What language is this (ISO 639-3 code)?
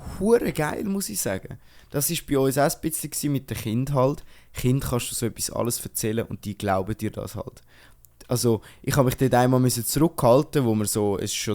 gsw